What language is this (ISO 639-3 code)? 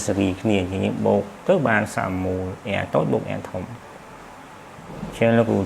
khm